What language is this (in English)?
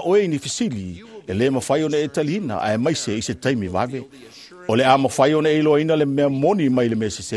Samoan